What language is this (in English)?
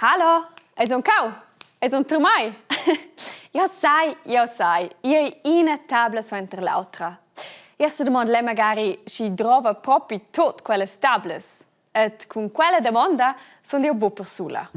Romansh